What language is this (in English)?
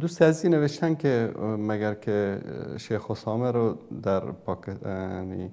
Persian